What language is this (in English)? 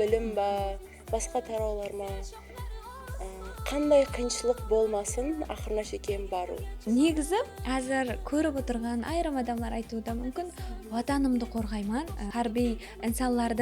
Kara-Kalpak